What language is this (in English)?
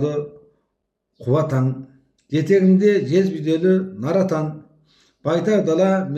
Kazakh